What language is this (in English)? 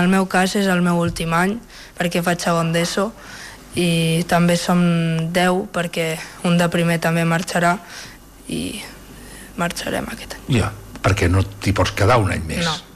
Catalan